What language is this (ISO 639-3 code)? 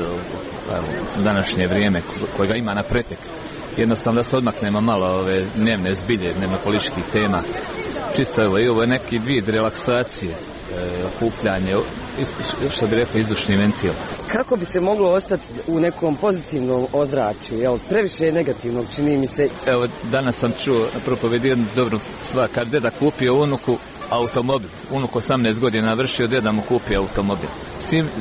hrv